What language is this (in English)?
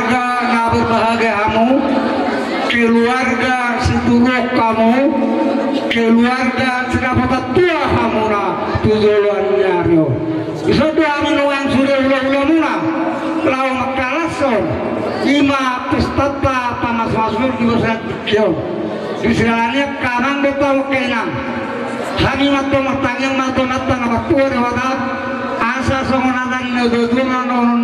Batak Toba